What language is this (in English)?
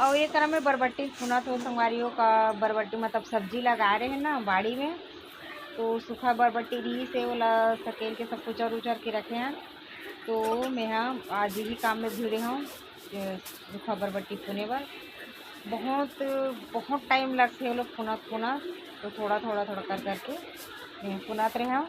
Chhattisgarhi